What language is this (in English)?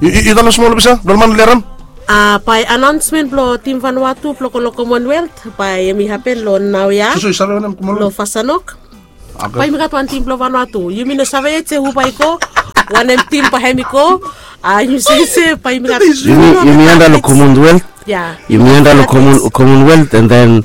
Bislama